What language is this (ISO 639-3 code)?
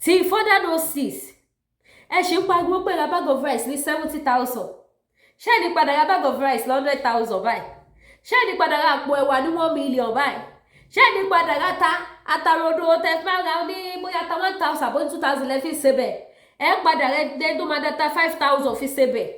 yor